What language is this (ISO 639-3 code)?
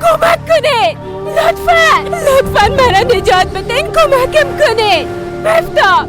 fas